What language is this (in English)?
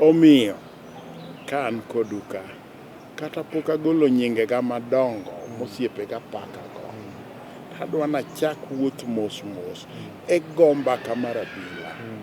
Luo (Kenya and Tanzania)